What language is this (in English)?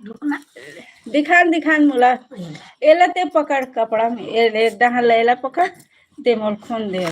Chhattisgarhi